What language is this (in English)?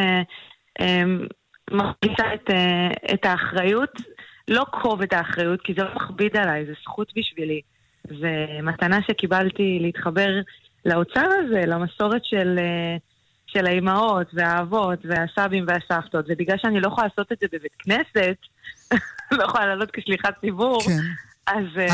Hebrew